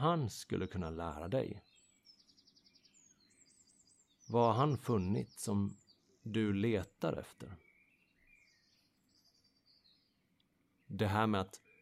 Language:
Swedish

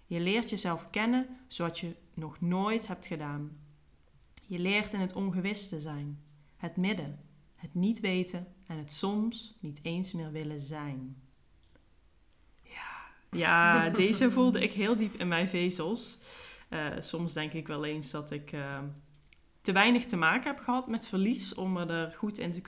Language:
Dutch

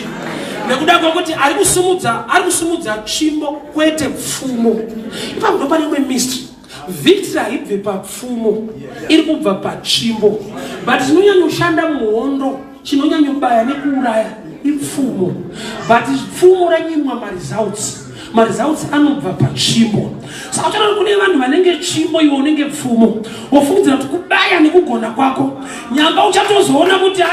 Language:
Shona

